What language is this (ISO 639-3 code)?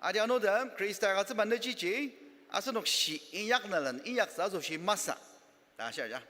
njo